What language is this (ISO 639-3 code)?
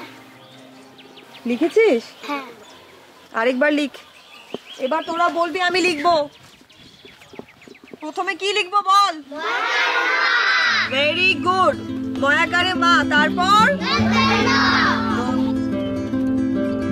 ben